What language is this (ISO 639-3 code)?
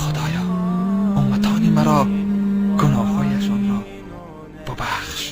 tgk